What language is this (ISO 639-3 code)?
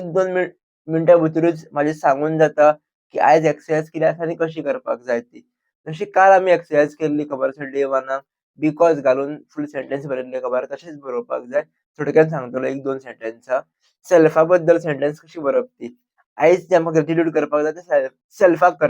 kok